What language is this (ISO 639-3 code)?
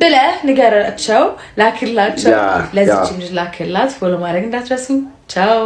amh